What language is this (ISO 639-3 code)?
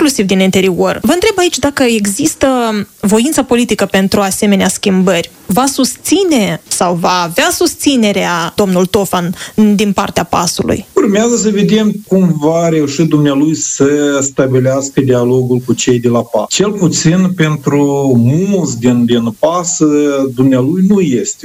ron